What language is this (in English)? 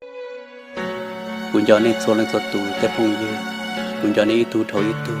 Hmong